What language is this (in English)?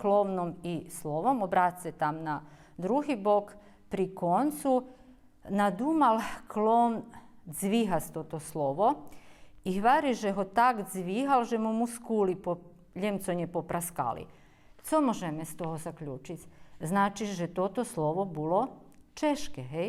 Rusyn